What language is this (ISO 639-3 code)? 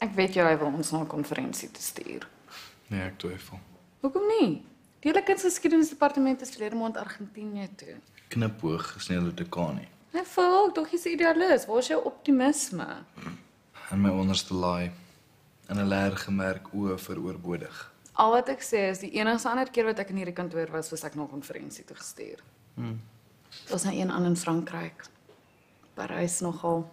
afr